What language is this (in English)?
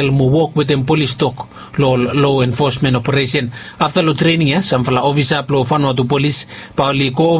Bislama